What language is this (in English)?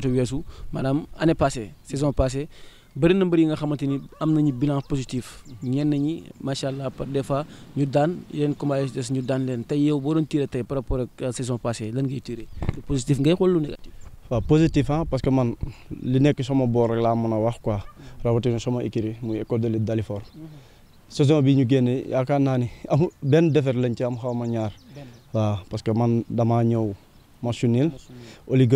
Wolof